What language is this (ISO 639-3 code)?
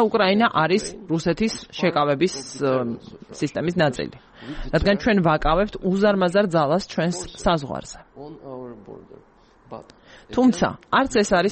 kat